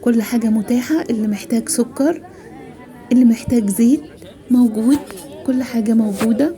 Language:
Egyptian Arabic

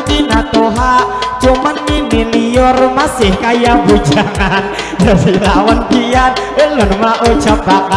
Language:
Banjar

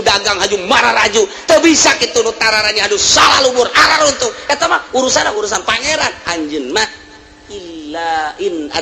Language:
Sundanese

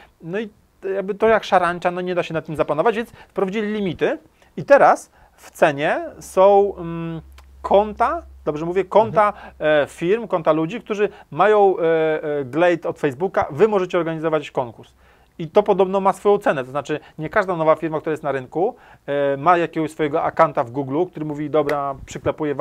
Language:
Polish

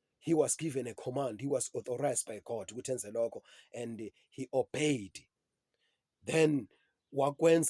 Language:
Zulu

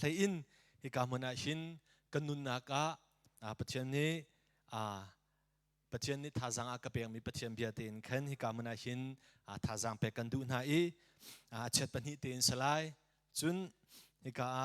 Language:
Hakha Chin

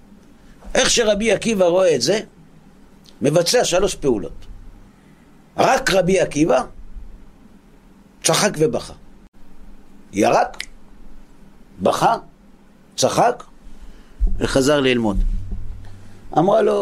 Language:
Hebrew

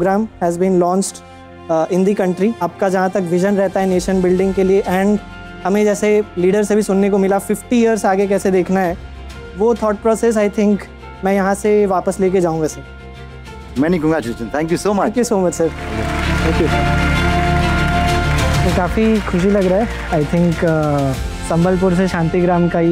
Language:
Hindi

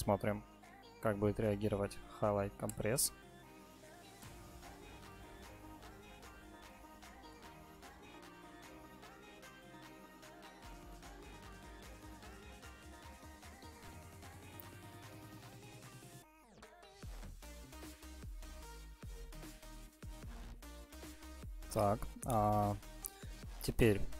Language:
Russian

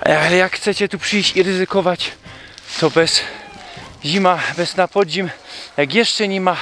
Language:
Silesian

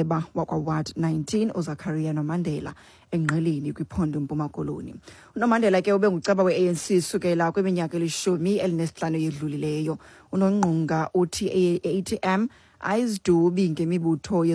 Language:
Xhosa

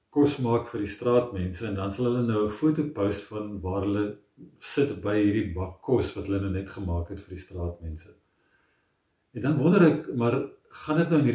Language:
Afrikaans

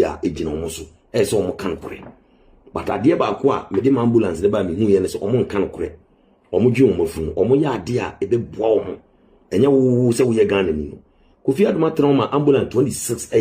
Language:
Akan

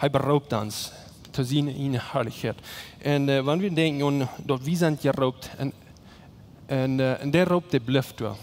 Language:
Plautdietsch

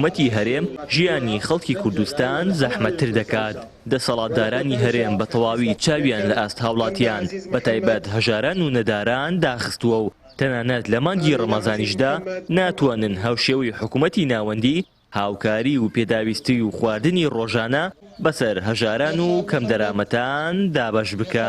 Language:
Central Kurdish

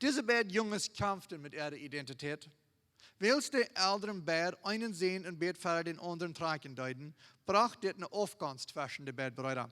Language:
Plautdietsch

